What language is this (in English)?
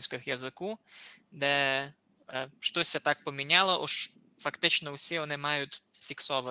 Rusyn